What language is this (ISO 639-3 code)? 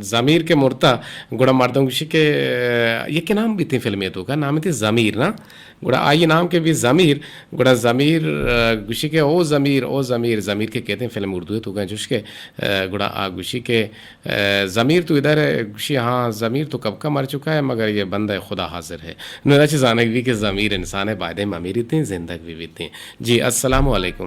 bgp